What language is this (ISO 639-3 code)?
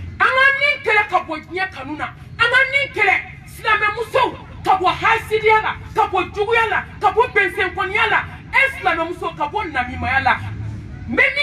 bam